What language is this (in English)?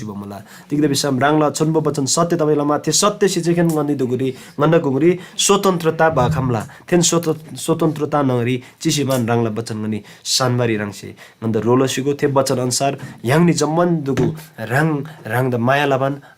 Eastern Tamang